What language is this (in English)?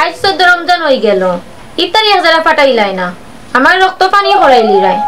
Sylheti